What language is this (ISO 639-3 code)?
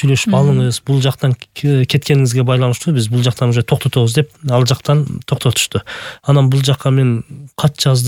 kir